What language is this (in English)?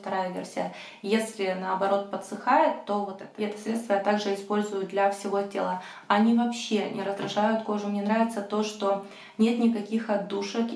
Russian